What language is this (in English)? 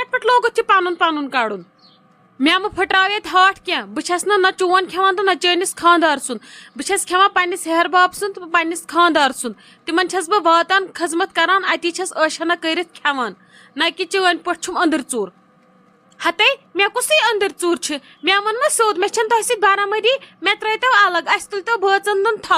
Kashmiri